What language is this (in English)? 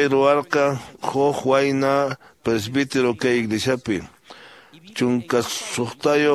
Quechua